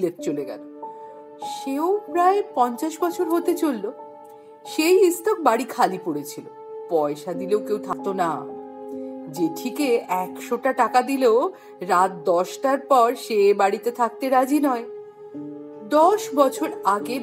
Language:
Bangla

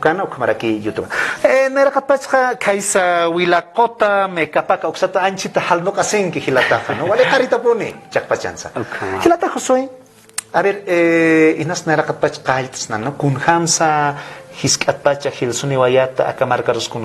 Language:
Aymara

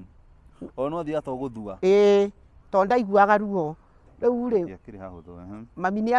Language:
Kikuyu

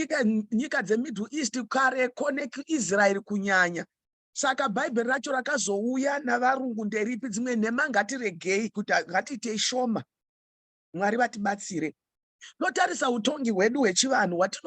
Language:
Shona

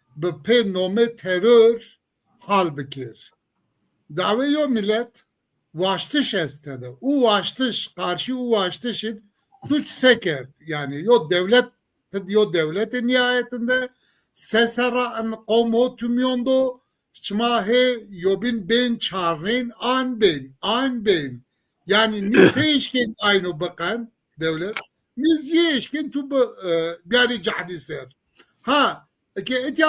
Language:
Zaza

